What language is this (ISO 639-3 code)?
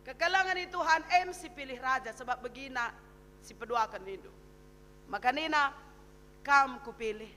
btx